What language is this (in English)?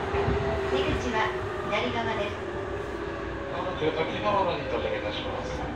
Japanese